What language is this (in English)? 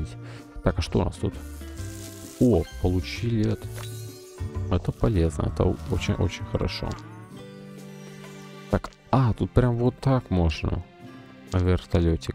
Russian